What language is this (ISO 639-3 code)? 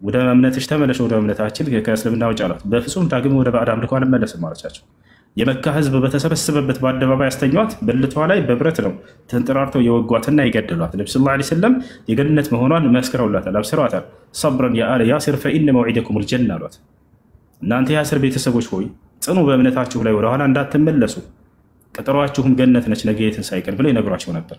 amh